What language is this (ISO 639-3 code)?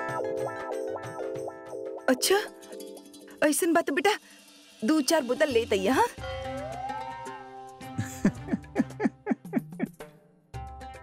bho